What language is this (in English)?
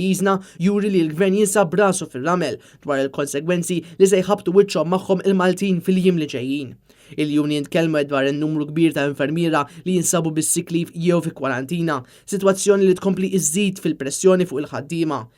Maltese